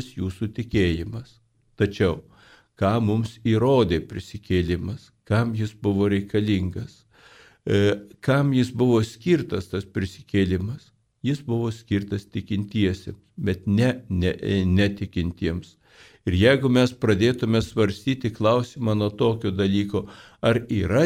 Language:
Lithuanian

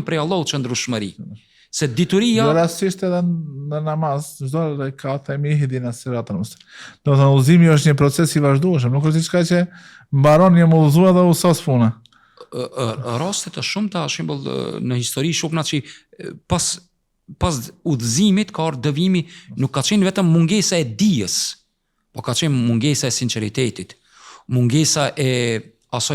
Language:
Albanian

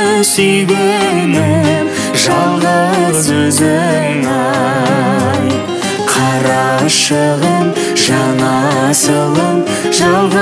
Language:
Kazakh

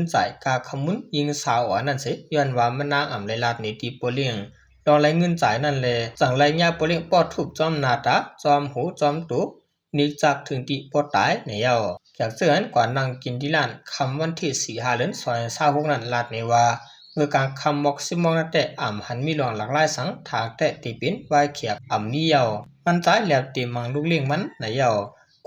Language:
Shan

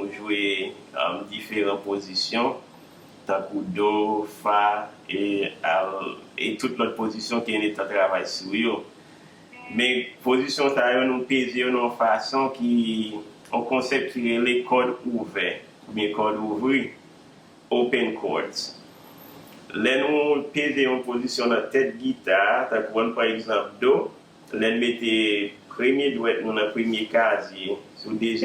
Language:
Haitian Creole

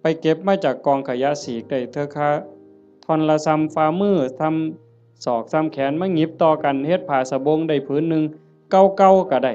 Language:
Northeastern Thai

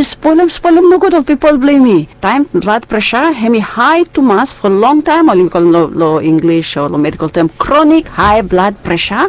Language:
Bislama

